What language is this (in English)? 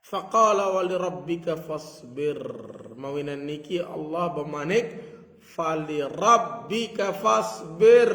Sasak